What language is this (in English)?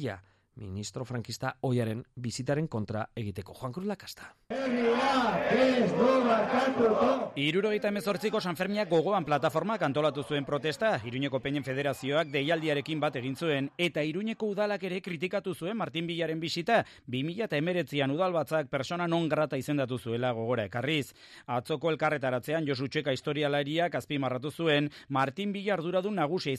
Basque